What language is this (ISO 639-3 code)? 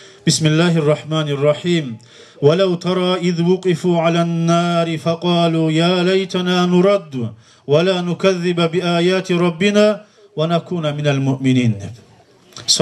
kum